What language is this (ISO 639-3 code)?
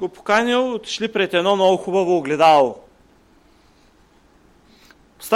bul